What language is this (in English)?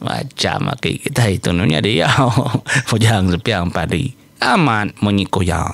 Iban